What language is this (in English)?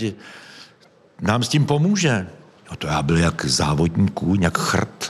Czech